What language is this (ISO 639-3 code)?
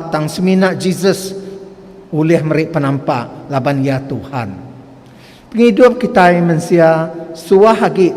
iba